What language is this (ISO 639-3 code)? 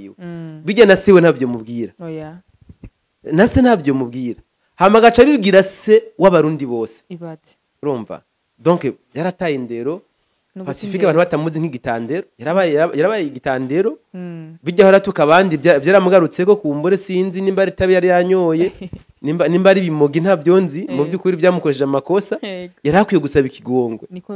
run